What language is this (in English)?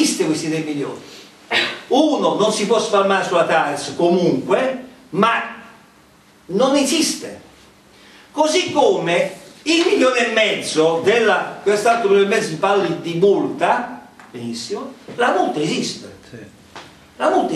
Italian